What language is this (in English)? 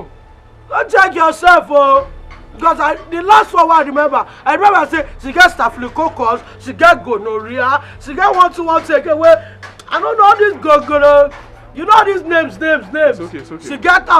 Nigerian Pidgin